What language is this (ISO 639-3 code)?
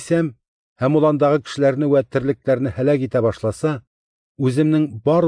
tat